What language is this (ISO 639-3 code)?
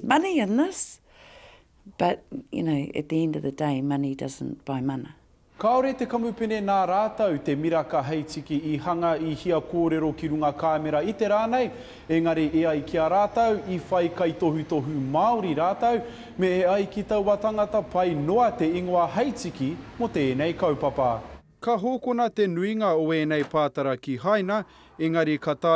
mri